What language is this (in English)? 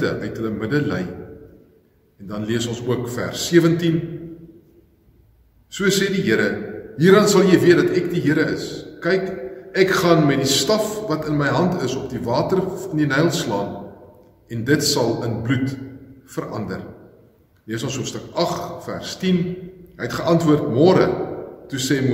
Afrikaans